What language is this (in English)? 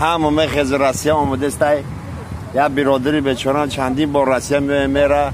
Tajik